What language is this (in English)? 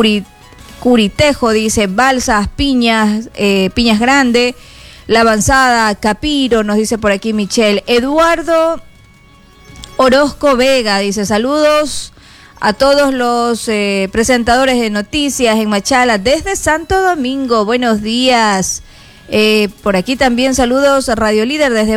Spanish